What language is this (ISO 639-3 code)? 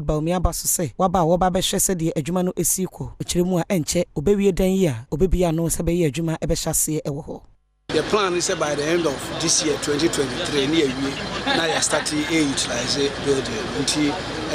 aka